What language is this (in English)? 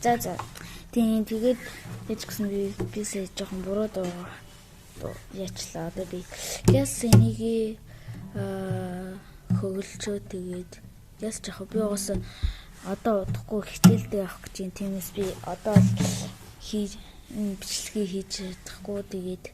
Mongolian